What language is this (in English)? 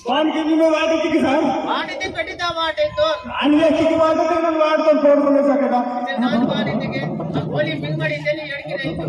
Aheri Gondi